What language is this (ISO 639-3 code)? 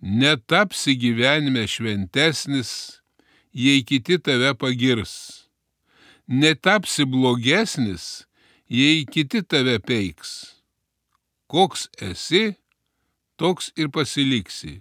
lit